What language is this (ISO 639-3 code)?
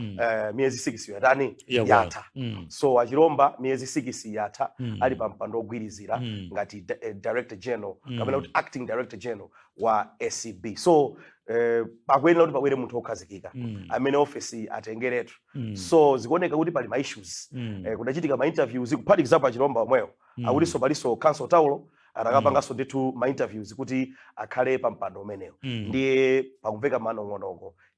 nya